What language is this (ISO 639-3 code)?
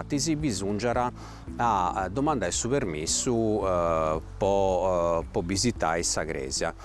srd